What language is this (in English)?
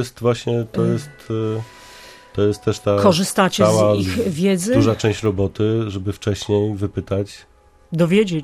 Polish